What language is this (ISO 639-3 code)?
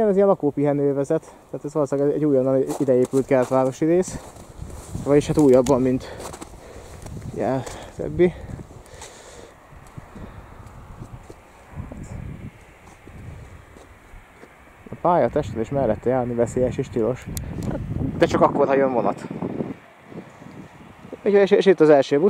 hun